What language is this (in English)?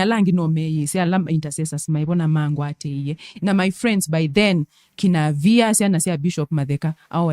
Kamba